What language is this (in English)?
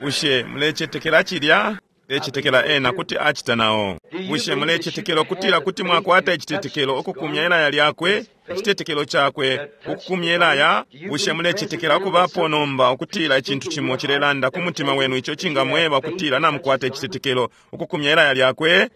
Bemba